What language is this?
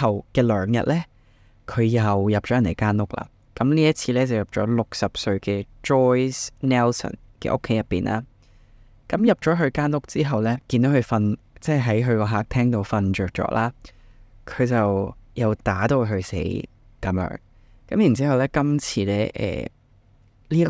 Cantonese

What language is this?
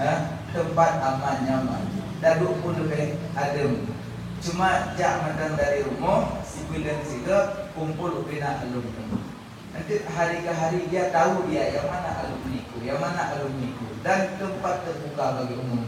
Achinese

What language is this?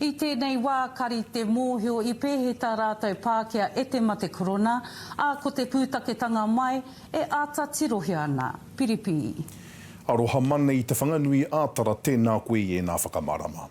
Māori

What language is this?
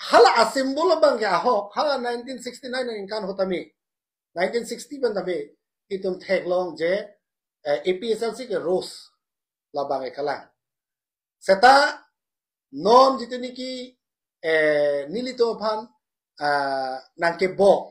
Karbi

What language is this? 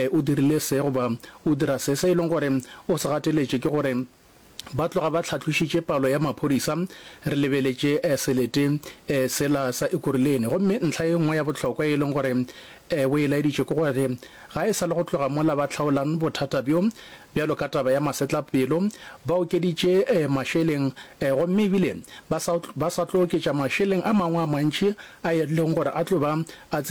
Northern Sotho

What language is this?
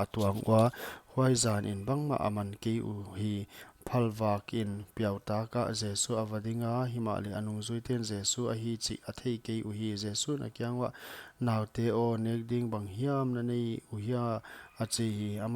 Paite Chin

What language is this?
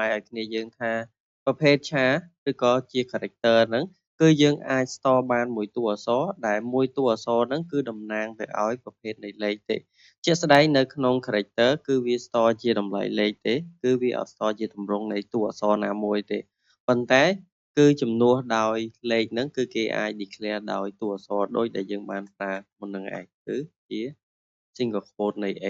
Khmer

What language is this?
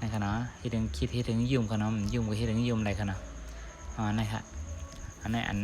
Shan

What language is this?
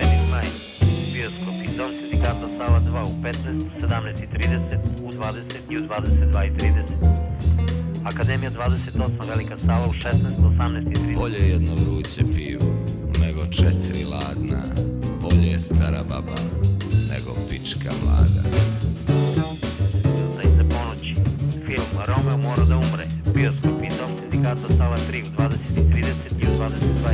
Serbian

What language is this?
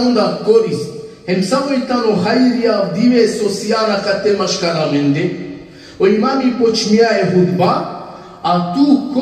Balkan Romani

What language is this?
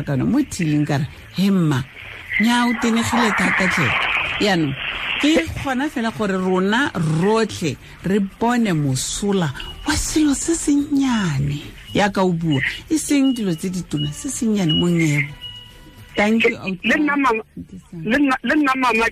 Tswana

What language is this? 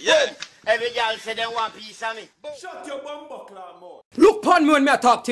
Jamaican Creole English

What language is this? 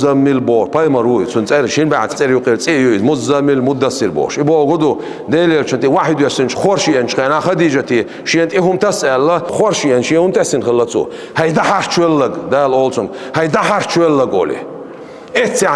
Chechen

